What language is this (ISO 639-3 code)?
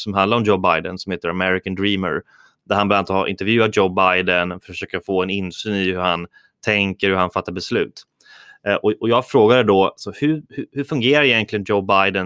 swe